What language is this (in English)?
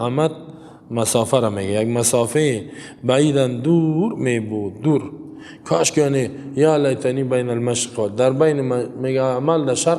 Persian